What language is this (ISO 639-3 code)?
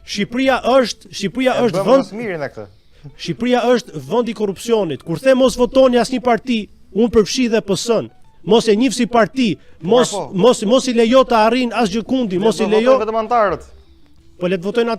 sqi